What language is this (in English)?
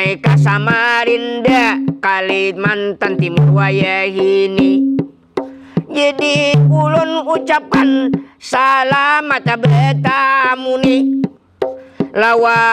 Banjar